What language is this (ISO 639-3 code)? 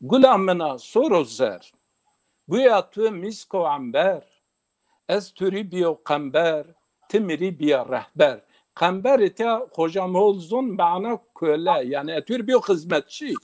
zza